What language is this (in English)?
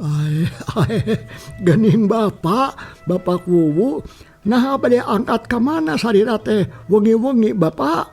Sundanese